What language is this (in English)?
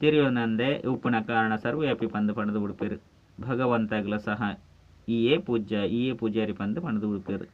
Tulu